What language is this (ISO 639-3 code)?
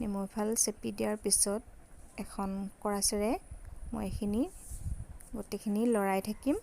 asm